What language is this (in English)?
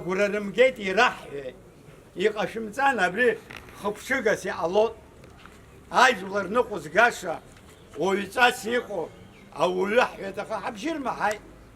Abkhazian